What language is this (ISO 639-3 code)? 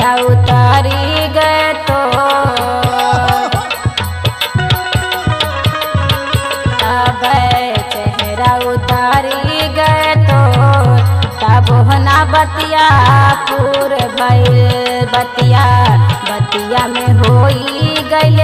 bho